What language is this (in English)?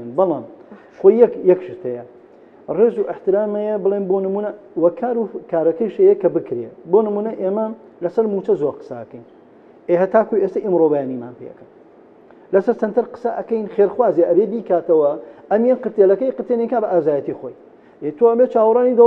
Central Kurdish